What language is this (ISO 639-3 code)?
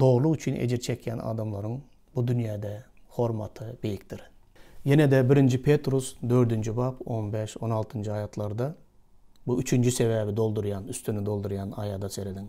tuk